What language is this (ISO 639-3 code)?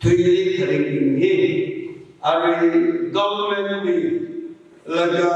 nmf